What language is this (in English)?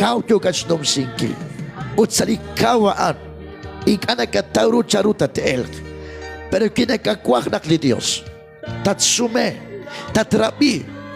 Kekchí